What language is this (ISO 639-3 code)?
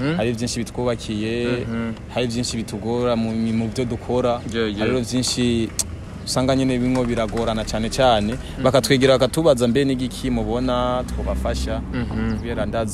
run